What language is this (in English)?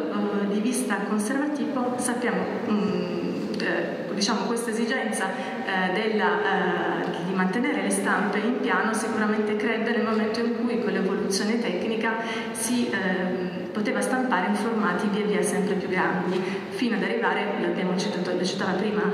Italian